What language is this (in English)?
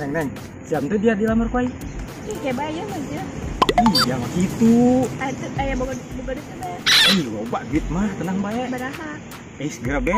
Sundanese